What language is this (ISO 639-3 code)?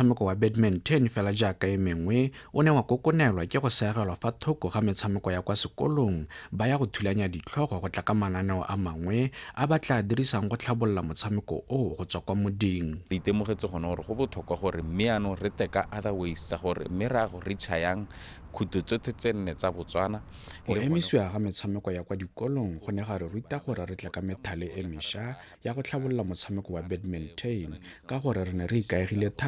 tsn